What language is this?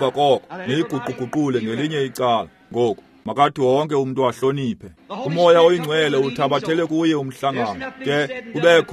Xhosa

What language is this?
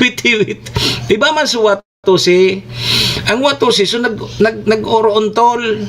Bikol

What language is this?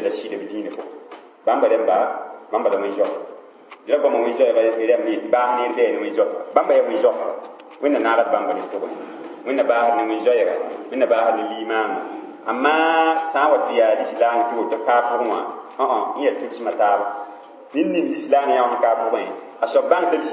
Mossi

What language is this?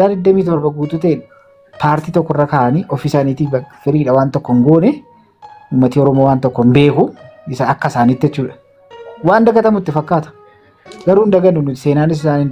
Oromo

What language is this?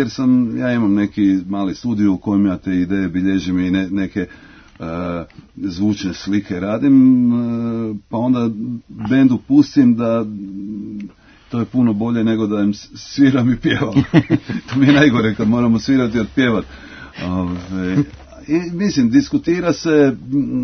Croatian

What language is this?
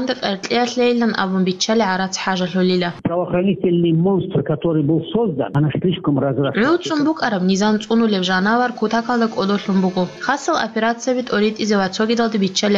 Avaric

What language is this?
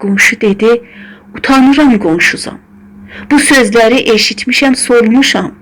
South Azerbaijani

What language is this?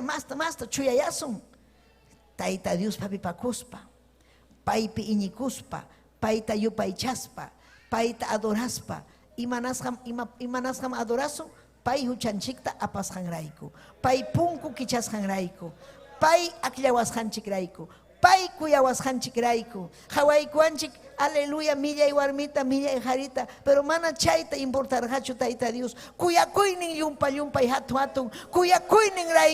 Ayacucho Quechua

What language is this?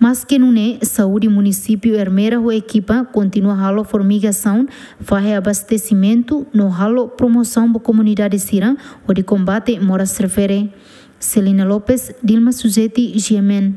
Tetum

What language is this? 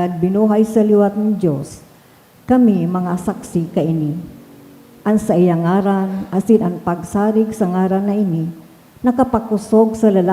Bikol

